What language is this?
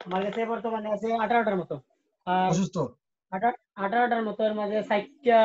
Sylheti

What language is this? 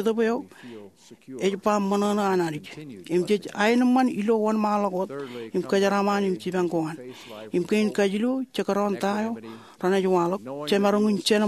Marshallese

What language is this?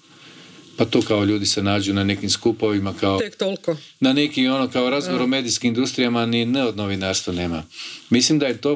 Croatian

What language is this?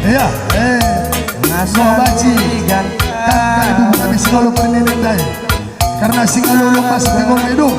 Batak Karo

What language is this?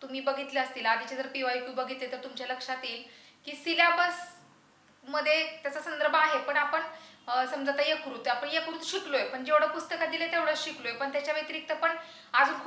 Marathi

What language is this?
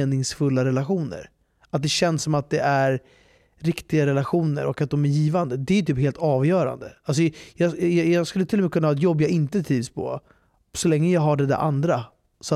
Swedish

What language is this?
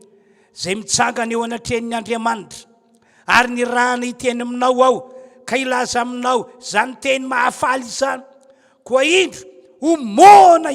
Malagasy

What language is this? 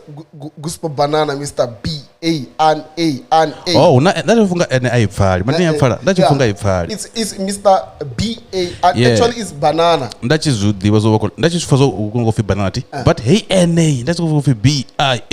Venda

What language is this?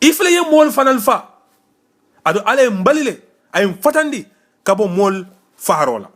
Mandingo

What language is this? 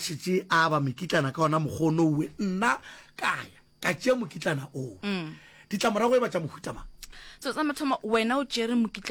Northern Sotho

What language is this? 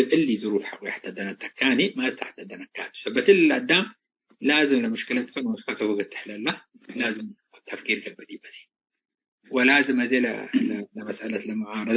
Tigre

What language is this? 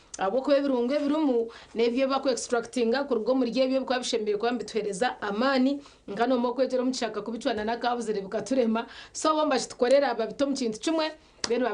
Nyankole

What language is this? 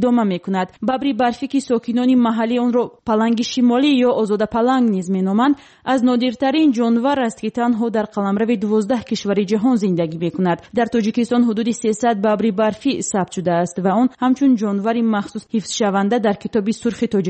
Tajik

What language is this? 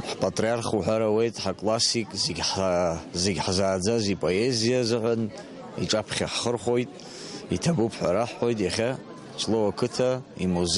Abkhazian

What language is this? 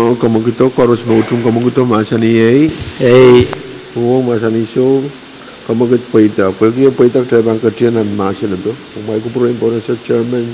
Pohnpeian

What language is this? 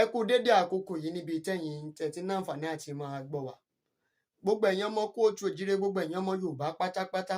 Yoruba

